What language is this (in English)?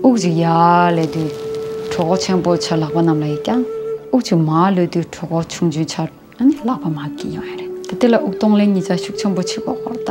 Tibetan